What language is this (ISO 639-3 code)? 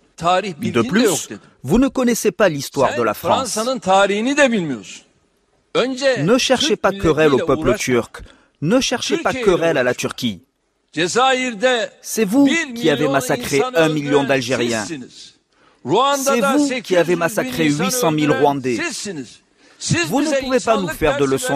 fra